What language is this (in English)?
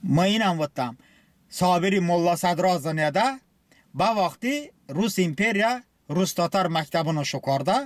Talysh